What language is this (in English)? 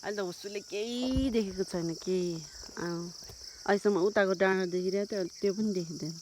Nepali